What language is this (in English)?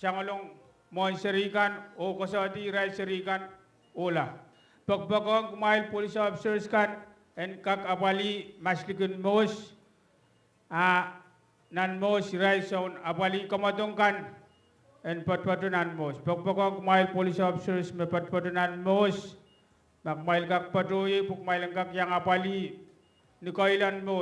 Pohnpeian